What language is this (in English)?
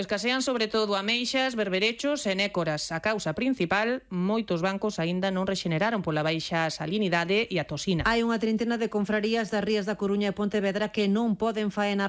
Galician